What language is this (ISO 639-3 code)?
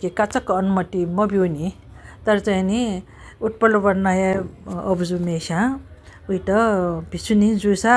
new